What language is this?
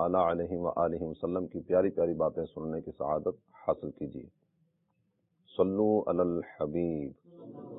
Urdu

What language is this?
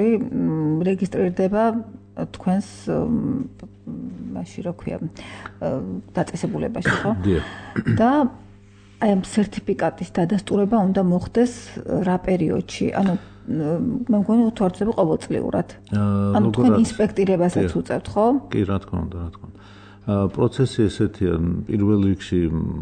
Georgian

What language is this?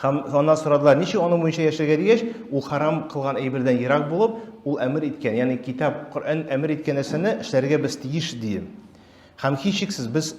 Tatar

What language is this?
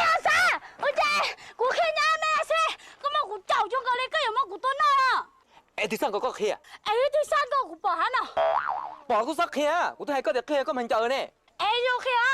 Hmong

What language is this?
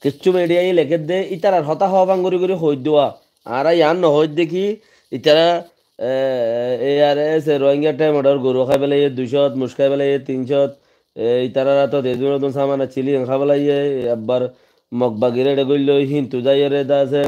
Rohingya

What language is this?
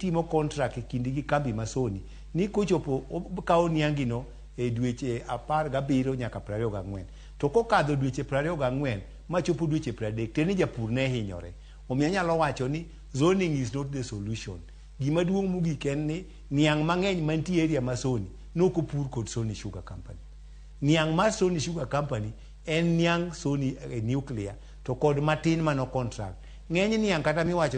Luo (Kenya and Tanzania)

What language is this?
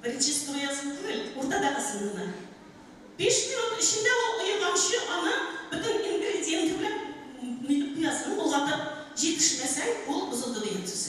Tatar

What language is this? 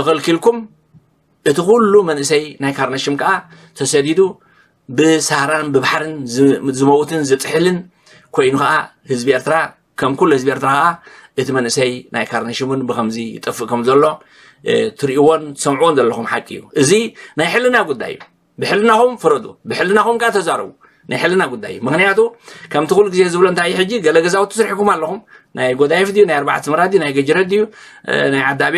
Tigrinya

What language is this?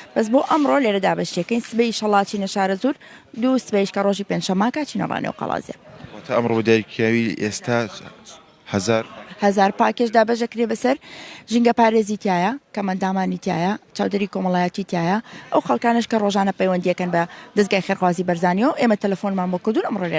Central Kurdish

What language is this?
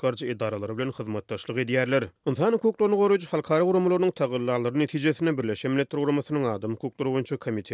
Turkmen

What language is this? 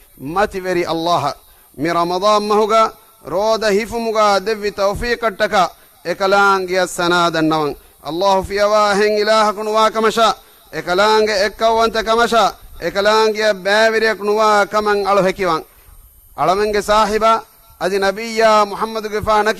Divehi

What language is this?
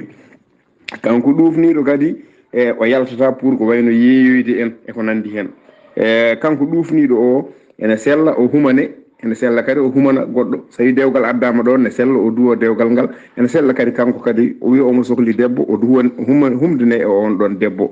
Fula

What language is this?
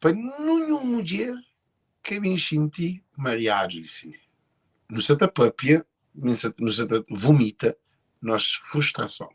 Kabuverdianu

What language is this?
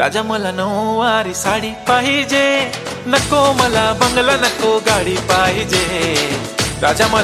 Marathi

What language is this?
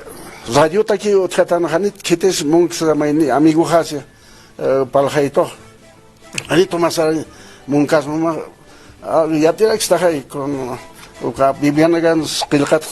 Aymara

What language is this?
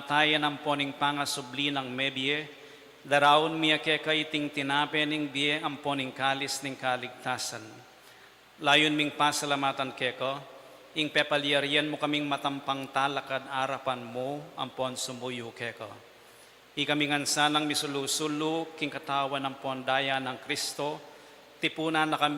Pampanga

